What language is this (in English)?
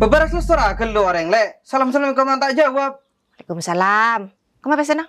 Madurese